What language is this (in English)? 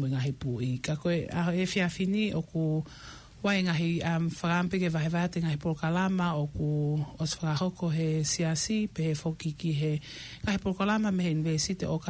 Tongan